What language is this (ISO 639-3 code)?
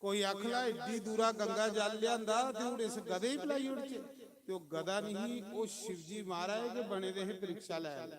doi